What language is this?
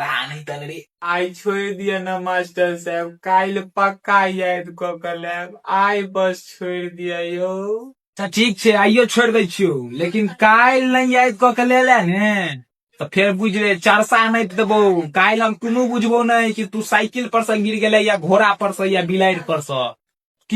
Maithili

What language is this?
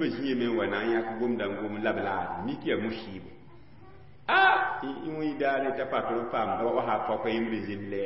Mossi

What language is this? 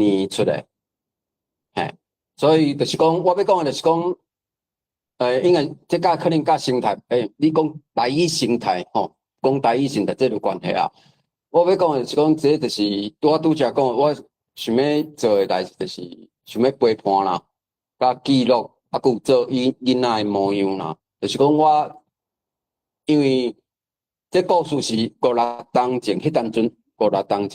Min Nan Chinese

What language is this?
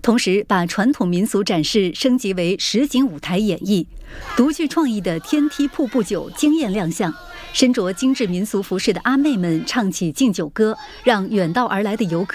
Chinese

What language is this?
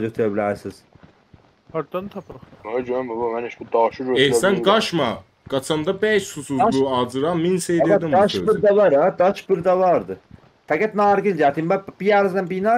South Azerbaijani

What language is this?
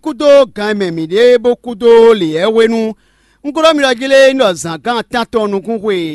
Fon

